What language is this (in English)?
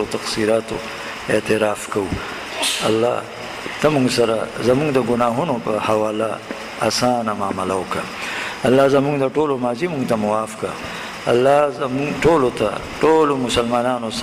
Pashto